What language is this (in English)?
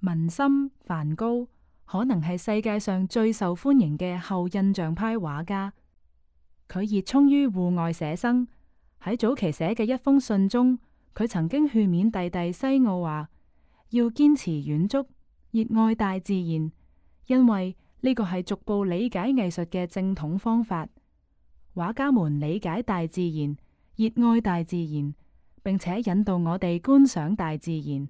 Cantonese